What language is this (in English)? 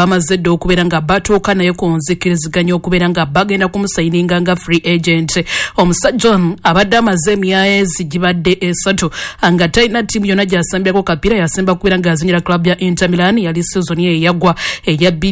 Ganda